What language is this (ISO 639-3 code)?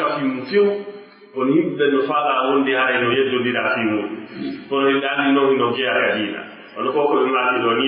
fuf